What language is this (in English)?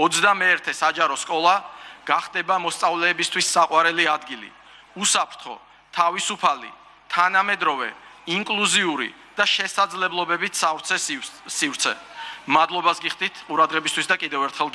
Georgian